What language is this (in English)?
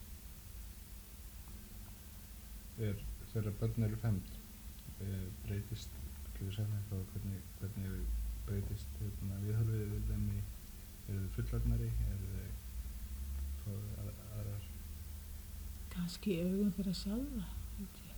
Icelandic